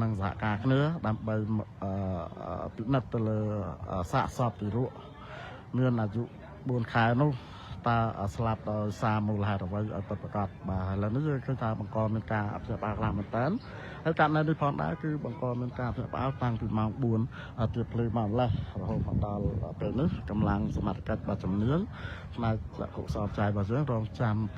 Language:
Khmer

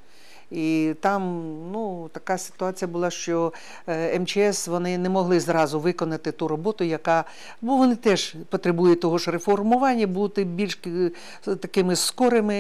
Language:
Ukrainian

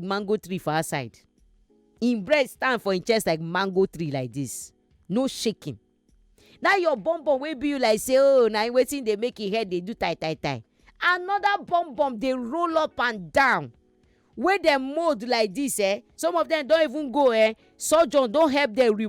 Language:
Nigerian Pidgin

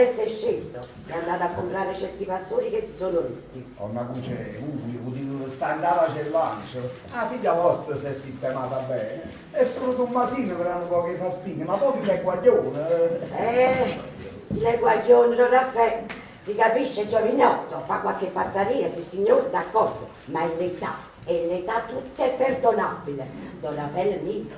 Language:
Neapolitan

